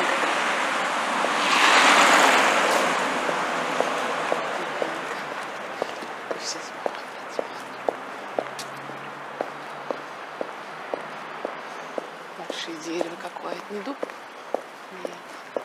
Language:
Russian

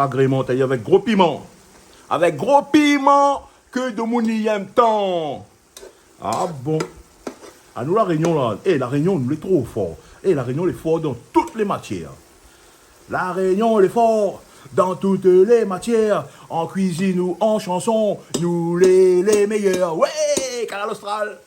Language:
Réunion Creole French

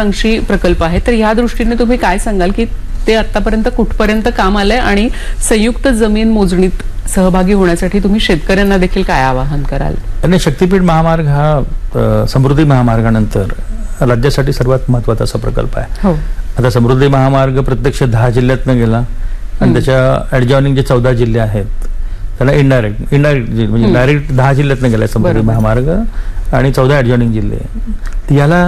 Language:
Marathi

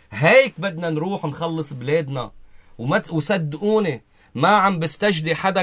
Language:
North Levantine Arabic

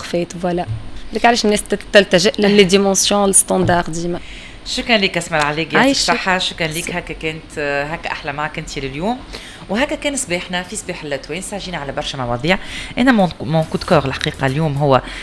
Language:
Tunisian Arabic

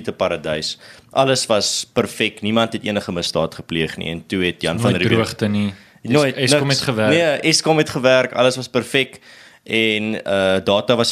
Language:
Afrikaans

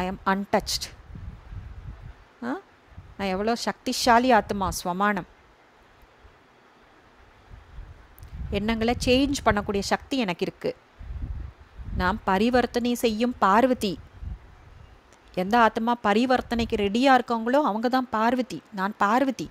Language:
Tamil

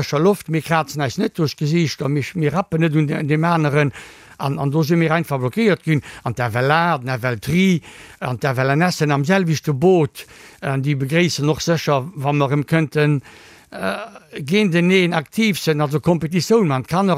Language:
Luxembourgish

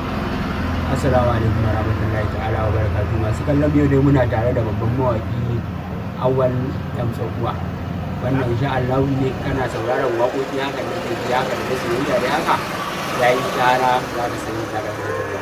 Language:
Hausa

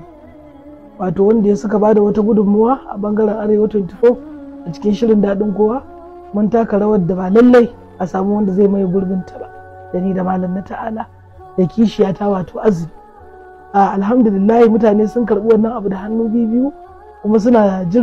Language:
Hausa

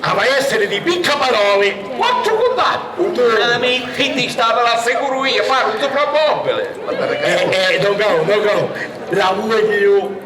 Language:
Sicilian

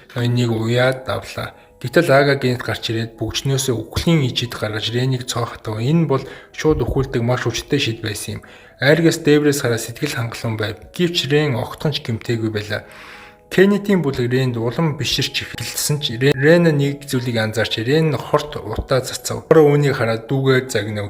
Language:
Mongolian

